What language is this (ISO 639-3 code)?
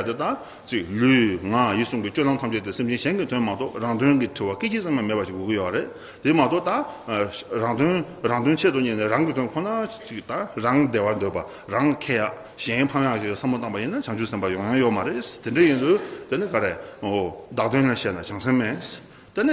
bod